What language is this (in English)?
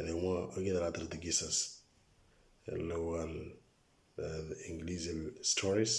Moro